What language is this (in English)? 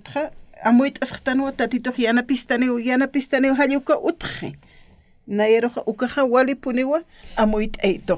Aymara